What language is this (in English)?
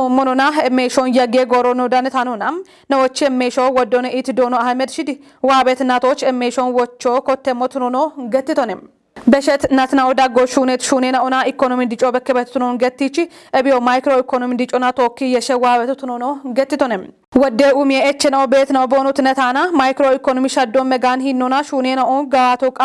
Kafa